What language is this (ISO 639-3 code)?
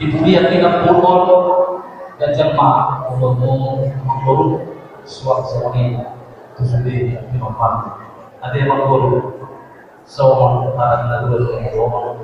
bbc